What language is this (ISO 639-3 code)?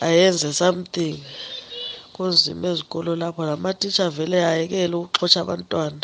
nde